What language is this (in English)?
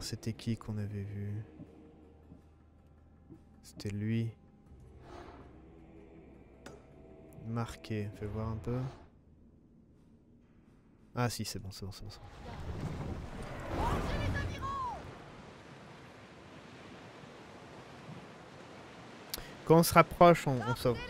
French